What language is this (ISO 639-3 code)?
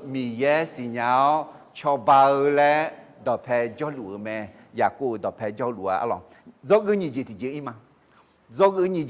ahk